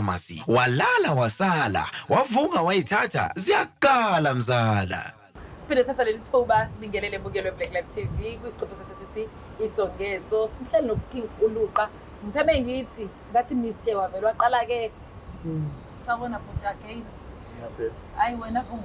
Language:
Zulu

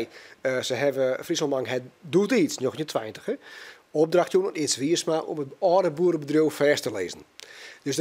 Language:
Western Frisian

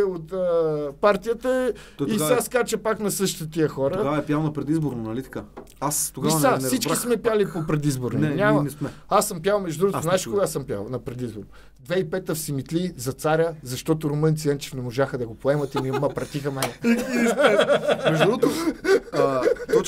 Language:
Bulgarian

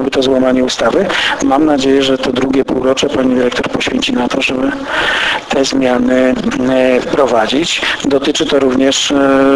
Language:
Polish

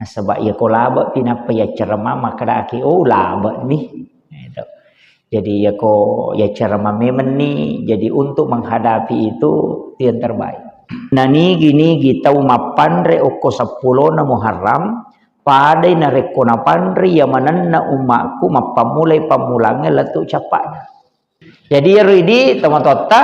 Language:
Buginese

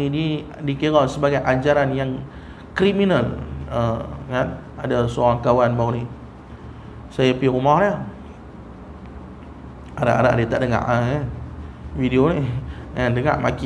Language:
Malay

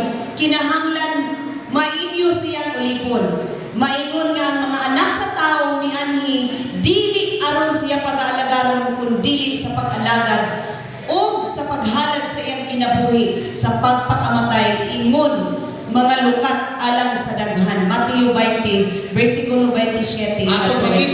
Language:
Cebuano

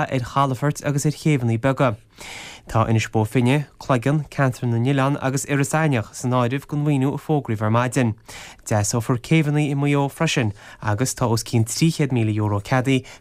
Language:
Irish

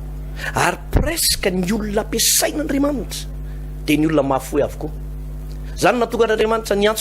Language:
Malagasy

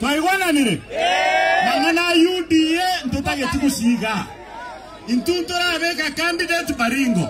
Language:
Gusii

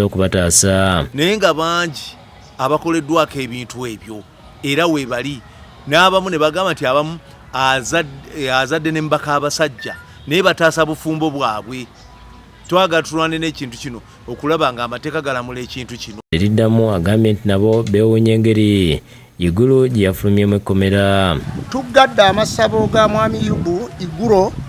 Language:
Ganda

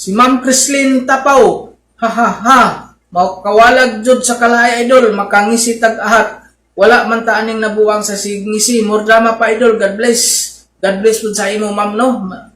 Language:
Cebuano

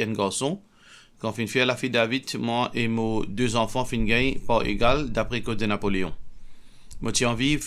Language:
Morisyen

